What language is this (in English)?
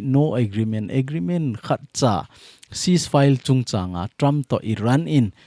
Thado Chin